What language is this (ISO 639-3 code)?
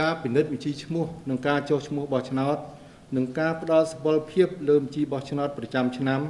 khm